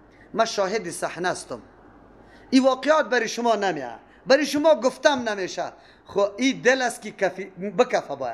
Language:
Persian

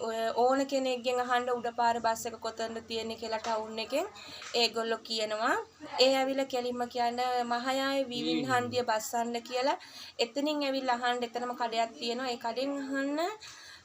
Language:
Sinhala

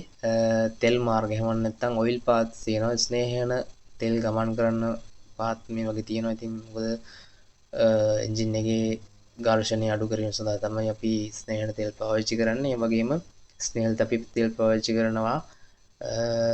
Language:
Sinhala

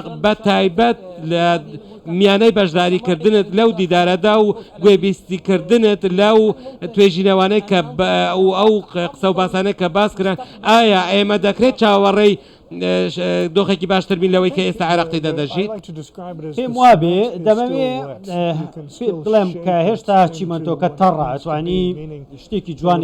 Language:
Central Kurdish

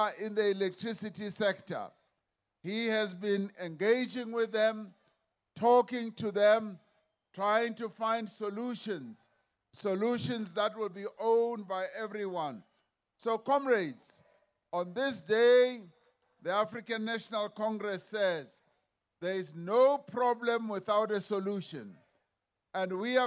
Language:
English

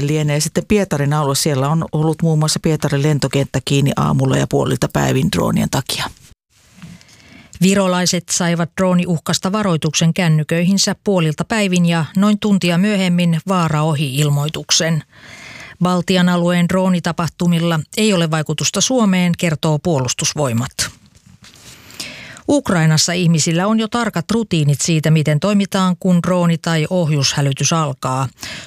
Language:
Finnish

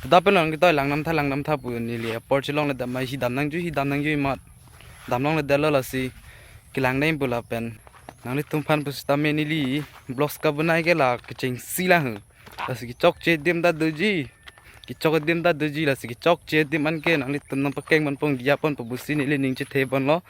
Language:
Karbi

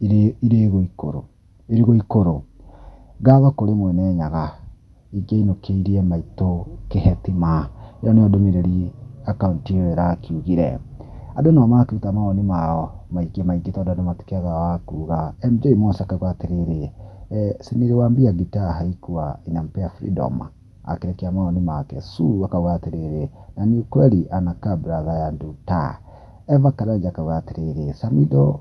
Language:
Kikuyu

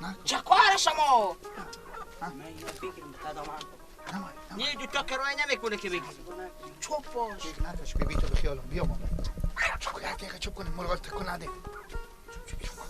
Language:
Persian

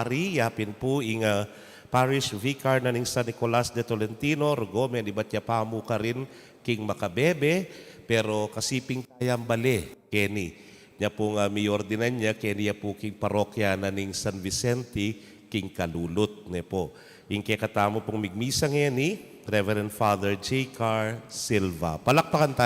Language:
Pampanga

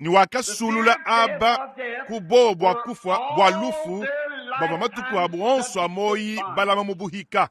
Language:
Luba-Lulua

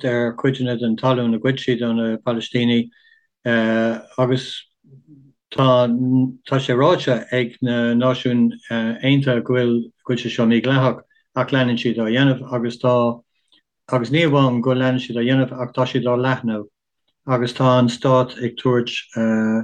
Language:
Irish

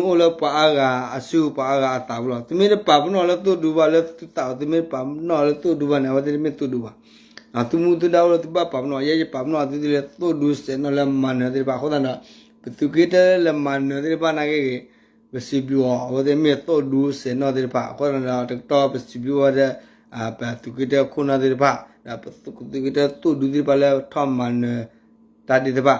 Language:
S'gaw Karen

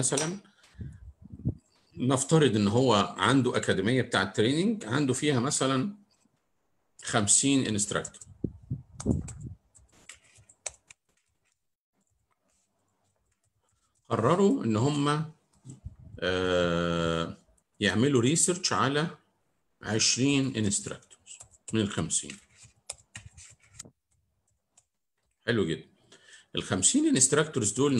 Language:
Egyptian Arabic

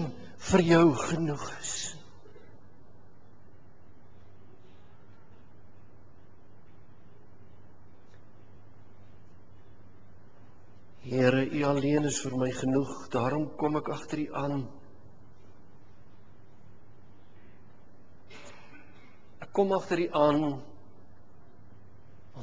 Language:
Afrikaans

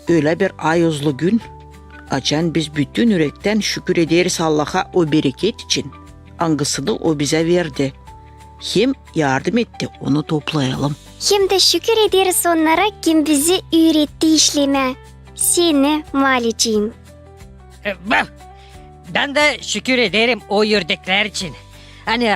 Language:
Gagauz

